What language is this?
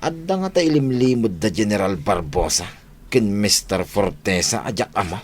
Iloko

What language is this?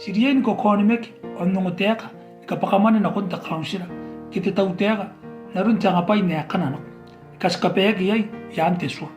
Gilbertese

